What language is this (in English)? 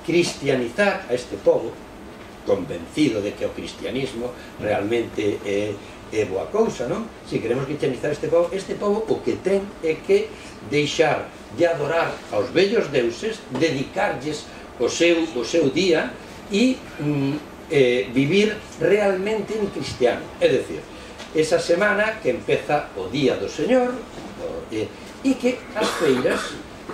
Galician